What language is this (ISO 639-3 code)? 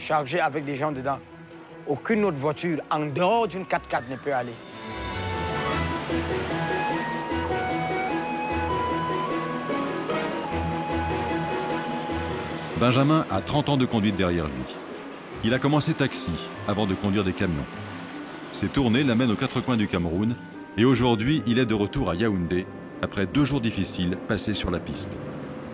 fra